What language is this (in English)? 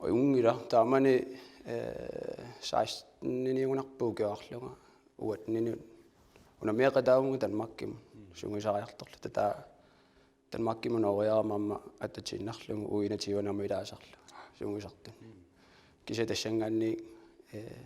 Kalaallisut